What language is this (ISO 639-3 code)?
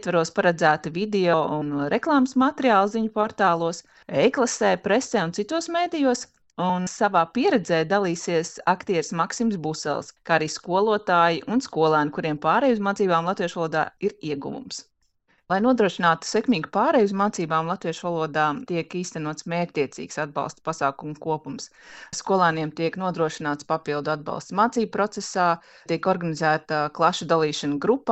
lav